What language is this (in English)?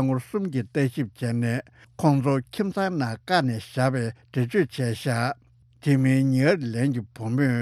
Tibetan